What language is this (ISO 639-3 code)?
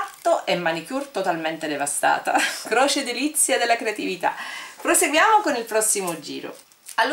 ita